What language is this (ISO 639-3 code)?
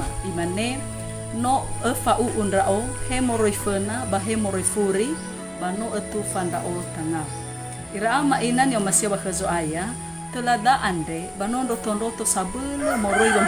nia